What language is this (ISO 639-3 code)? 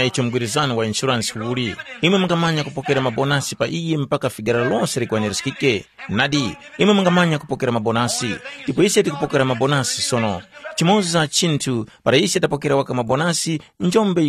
tum